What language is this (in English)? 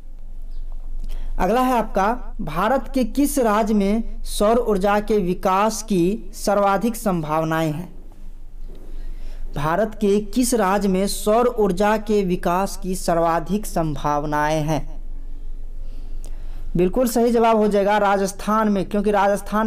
Hindi